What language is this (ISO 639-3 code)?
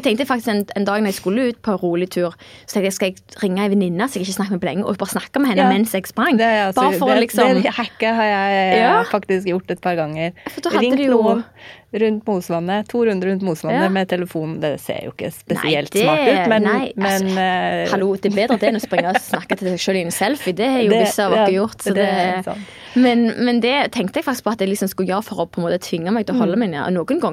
nor